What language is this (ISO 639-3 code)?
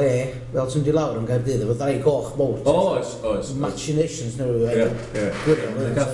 cym